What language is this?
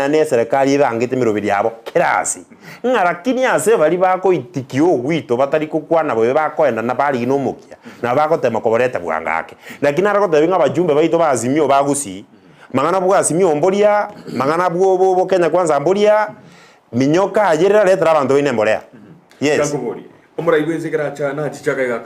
Gusii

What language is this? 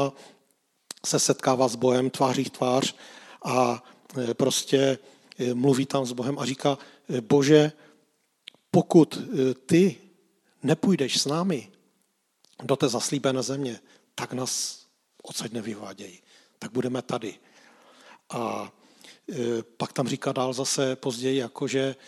Czech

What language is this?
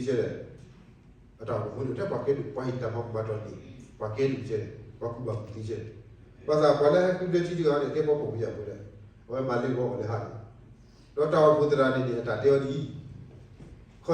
S'gaw Karen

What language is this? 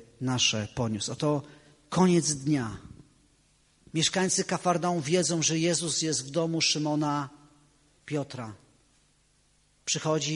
Polish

